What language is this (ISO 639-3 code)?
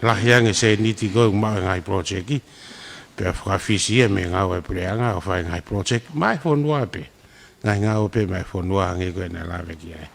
ton